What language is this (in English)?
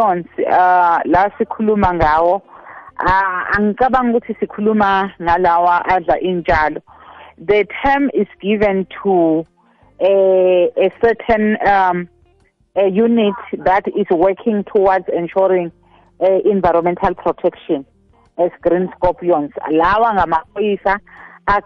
South Ndebele